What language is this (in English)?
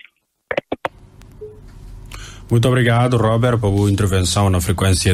Portuguese